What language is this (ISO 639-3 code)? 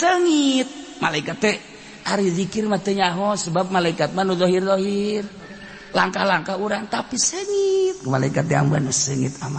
sun